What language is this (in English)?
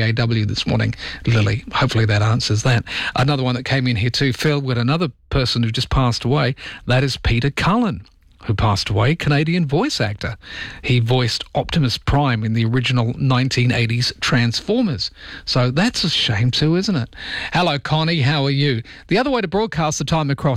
English